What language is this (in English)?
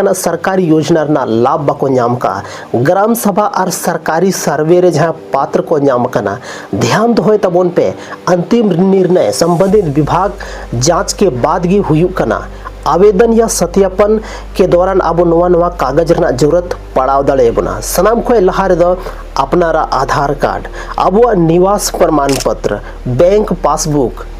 Santali